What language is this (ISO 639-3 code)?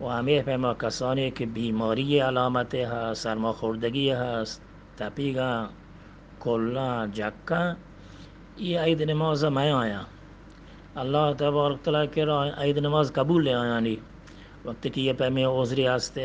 bgp